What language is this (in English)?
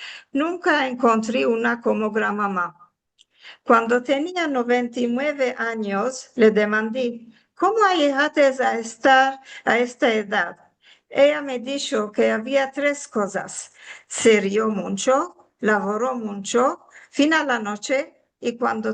Ladino